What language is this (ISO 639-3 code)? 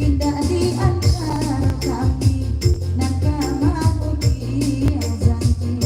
min